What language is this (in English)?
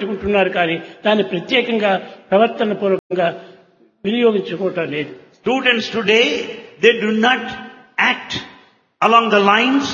Telugu